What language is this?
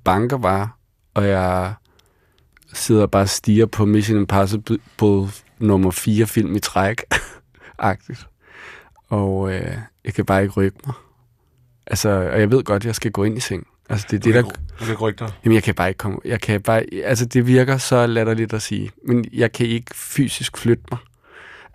Danish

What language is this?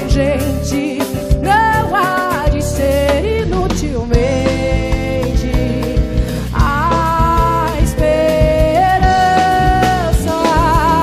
Portuguese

